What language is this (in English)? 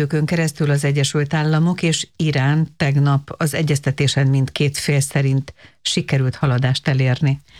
Hungarian